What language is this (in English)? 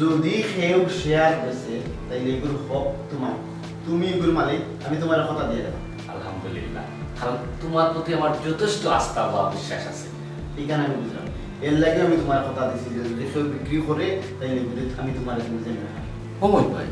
Sylheti